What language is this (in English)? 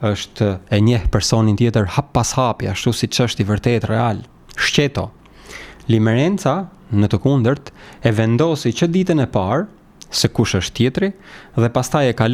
Albanian